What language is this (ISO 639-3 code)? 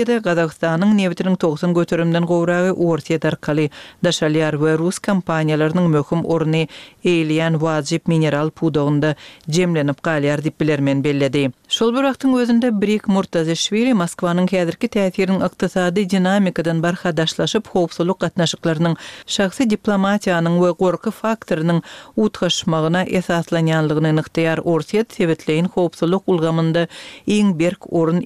tuk